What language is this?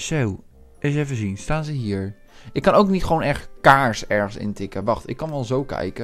Dutch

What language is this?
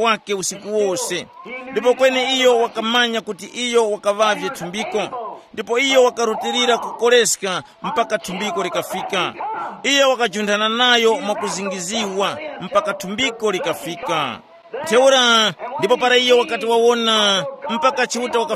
Tumbuka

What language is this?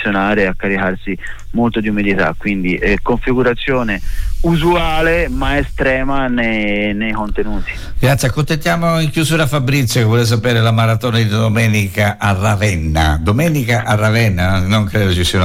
Italian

